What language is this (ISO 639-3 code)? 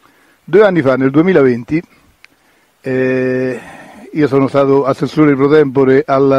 ita